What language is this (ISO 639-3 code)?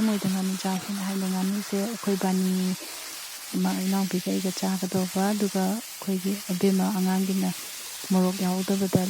mni